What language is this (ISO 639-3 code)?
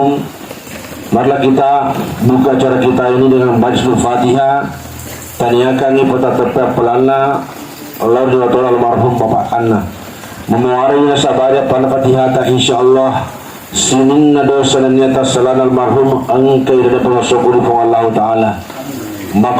bug